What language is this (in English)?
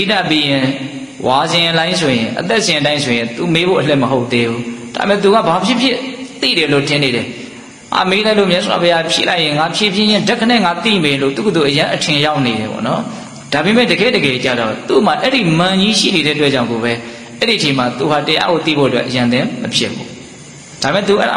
Burmese